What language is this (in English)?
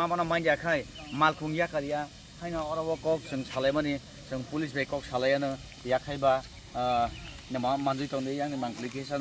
Kok Borok